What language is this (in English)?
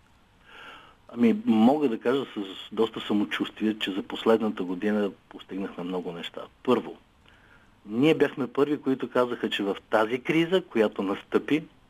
Bulgarian